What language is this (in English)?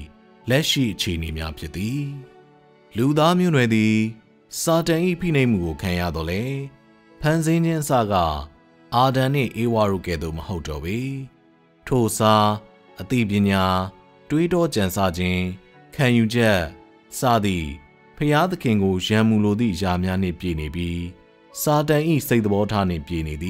Burmese